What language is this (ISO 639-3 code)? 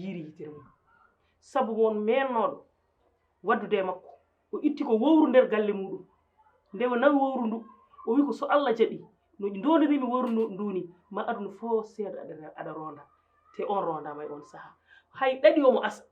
ful